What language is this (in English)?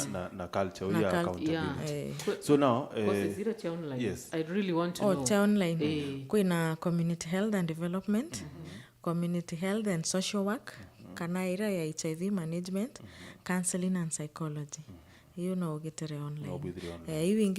Meru